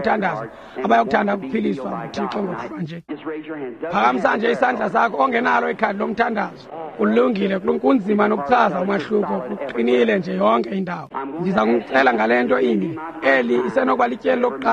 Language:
Xhosa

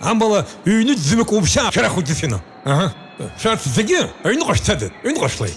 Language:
Abkhazian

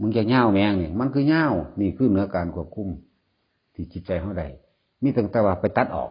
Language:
Northeastern Thai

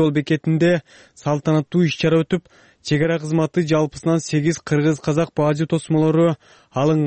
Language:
Kyrgyz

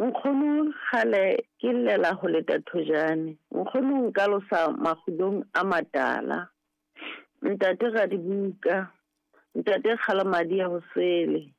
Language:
Southern Sotho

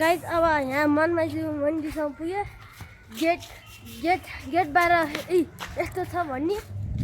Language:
Nepali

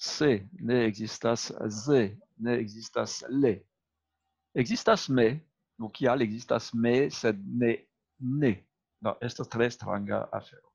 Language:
Esperanto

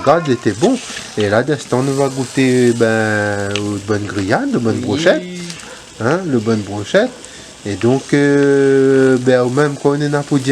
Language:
Réunion Creole French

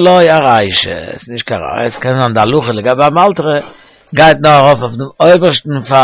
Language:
Yiddish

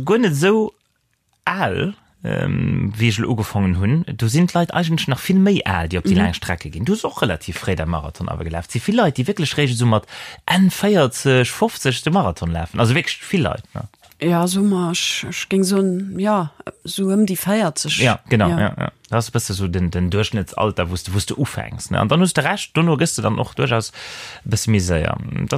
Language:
Luxembourgish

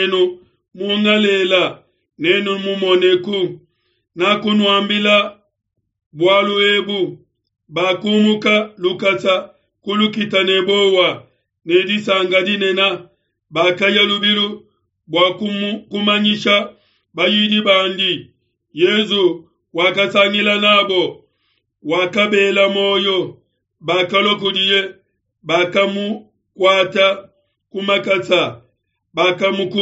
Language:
Luba-Lulua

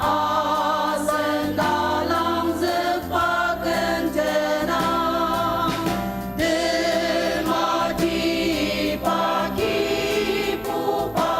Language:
Ao Naga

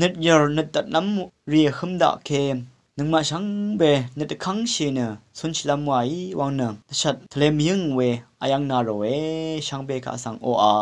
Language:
Rawang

